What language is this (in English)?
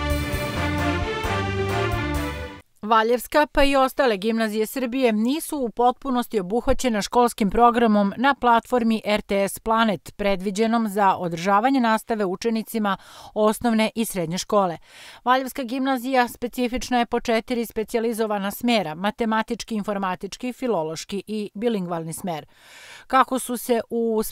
Serbian